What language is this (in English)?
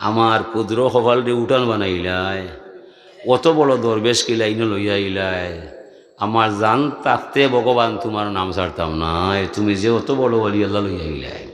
Sylheti